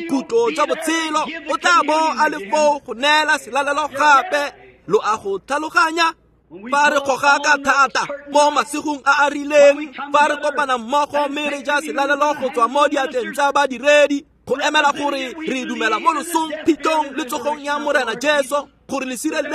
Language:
Tswana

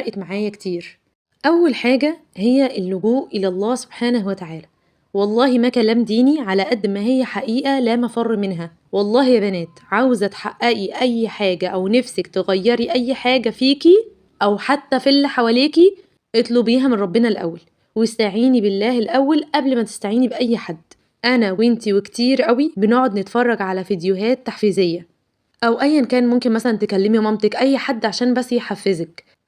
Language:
Egyptian Arabic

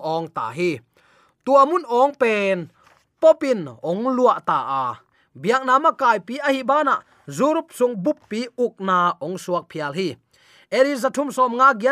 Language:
Tedim Chin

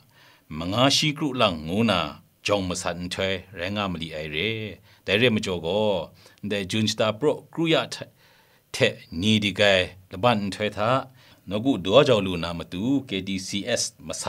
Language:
Kachin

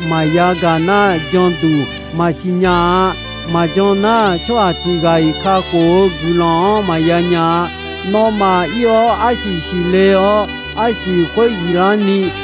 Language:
Akha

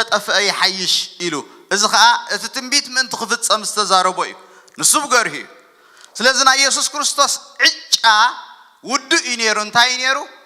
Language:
Tigrinya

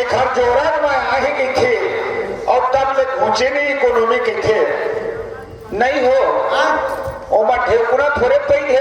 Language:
Chhattisgarhi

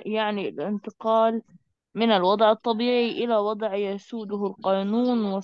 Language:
Egyptian Arabic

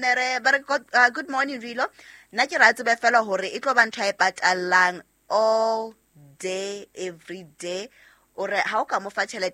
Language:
Southern Sotho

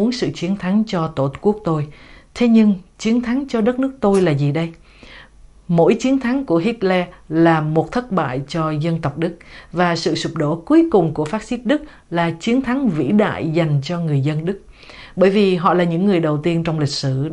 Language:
Vietnamese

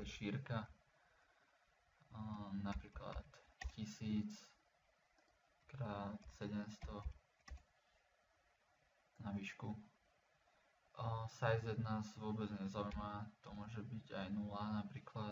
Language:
Slovak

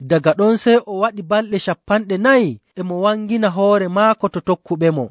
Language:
Nigerian Fulfulde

